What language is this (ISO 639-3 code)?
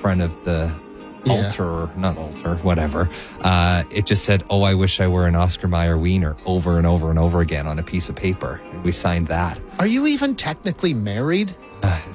eng